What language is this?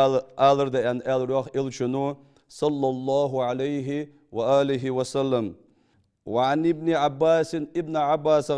Ingush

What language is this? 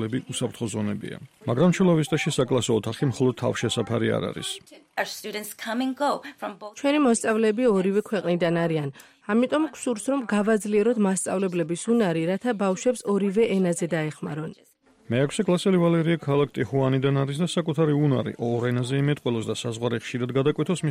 Georgian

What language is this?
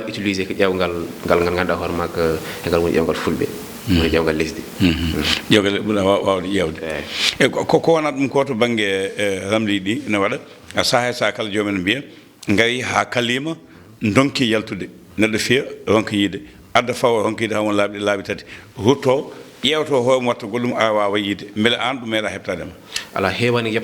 Fula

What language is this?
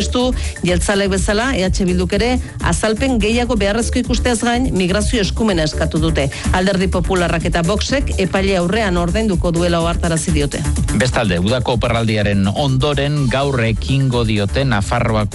Basque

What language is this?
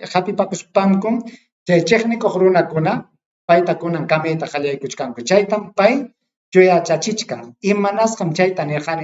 Ayacucho Quechua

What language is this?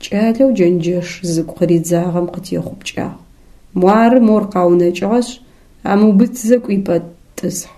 Adyghe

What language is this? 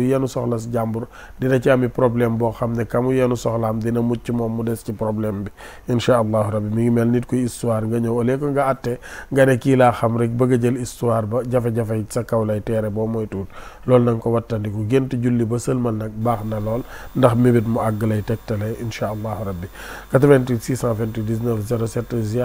Wolof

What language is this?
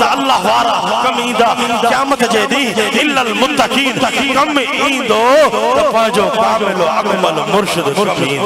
Sindhi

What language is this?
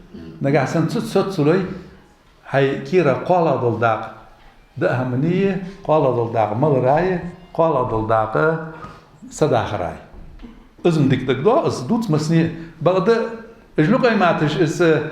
Ingush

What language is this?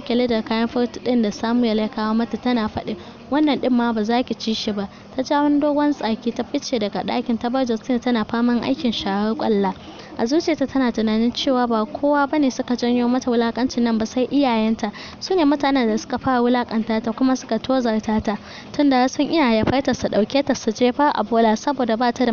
Hausa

